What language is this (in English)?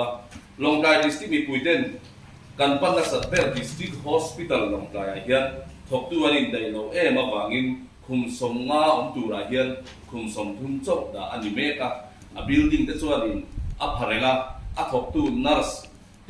Mizo